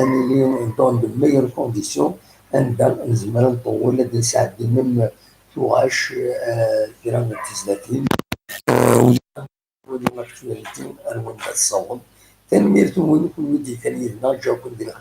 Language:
Kabyle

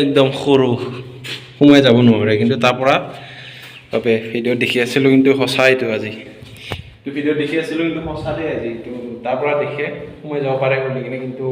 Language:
Assamese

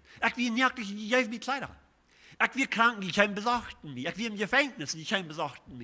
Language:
Plautdietsch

